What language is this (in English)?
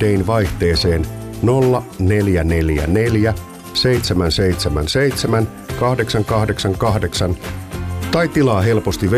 Finnish